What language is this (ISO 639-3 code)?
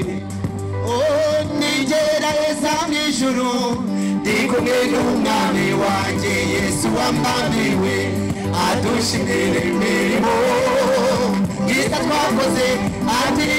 kin